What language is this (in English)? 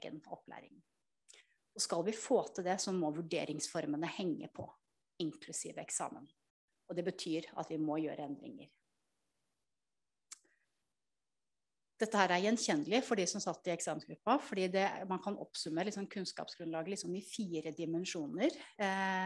Norwegian